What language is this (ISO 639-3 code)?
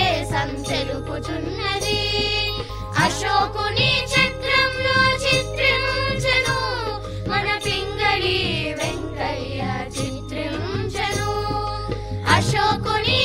tel